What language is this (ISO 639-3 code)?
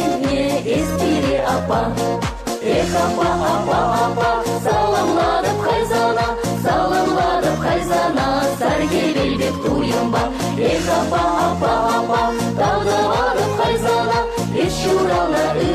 chv